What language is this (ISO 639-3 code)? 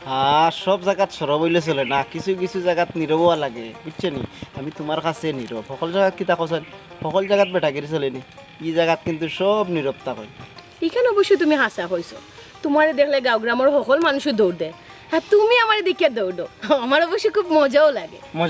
syl